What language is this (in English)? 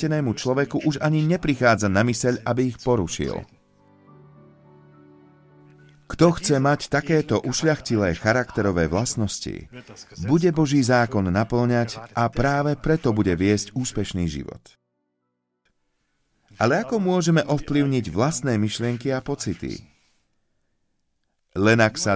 Slovak